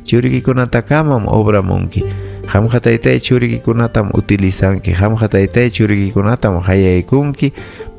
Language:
Ayacucho Quechua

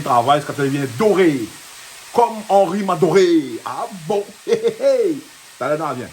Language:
Réunion Creole French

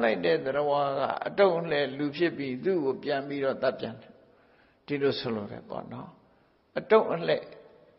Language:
Burmese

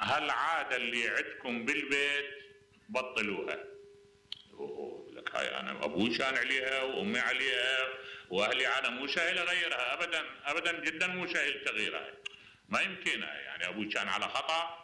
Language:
Mesopotamian Arabic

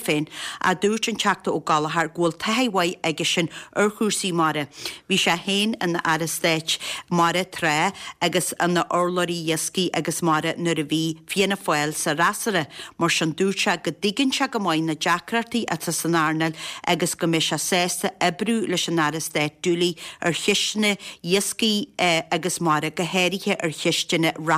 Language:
Irish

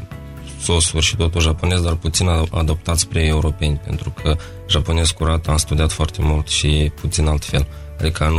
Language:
Romanian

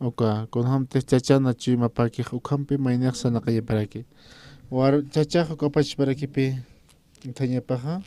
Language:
Aymara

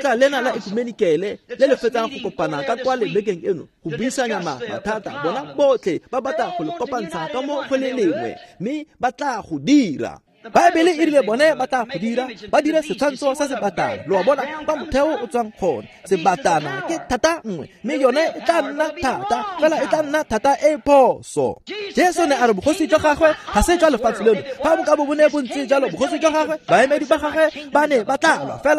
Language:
Tswana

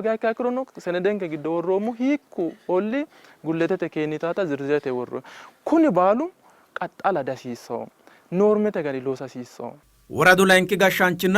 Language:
Sidamo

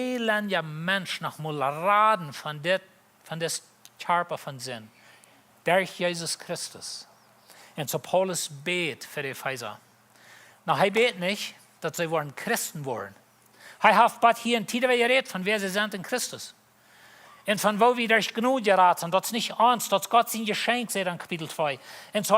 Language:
Plautdietsch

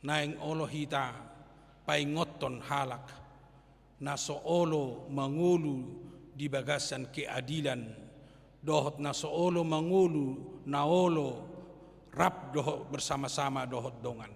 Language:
Batak Toba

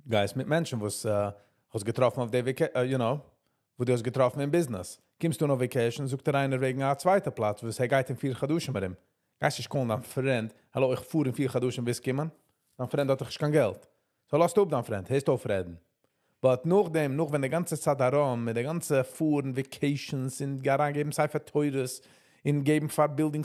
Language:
Yiddish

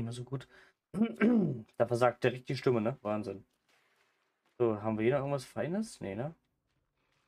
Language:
German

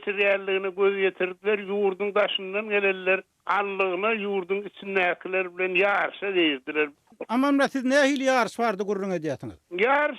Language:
Turkmen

